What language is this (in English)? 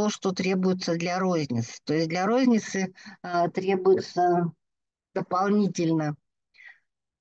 Russian